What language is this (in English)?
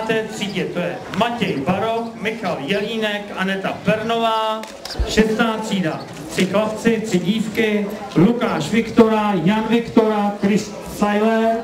Czech